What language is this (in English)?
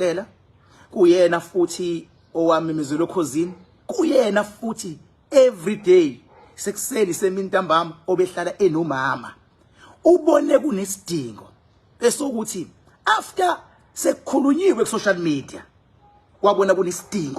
Zulu